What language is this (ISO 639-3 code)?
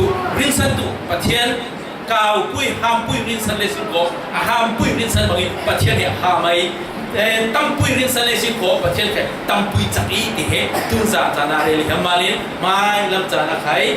cfm